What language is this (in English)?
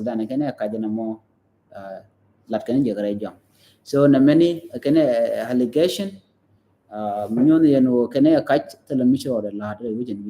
Nuer